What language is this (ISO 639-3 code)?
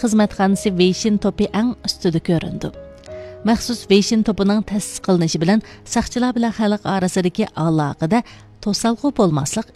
uig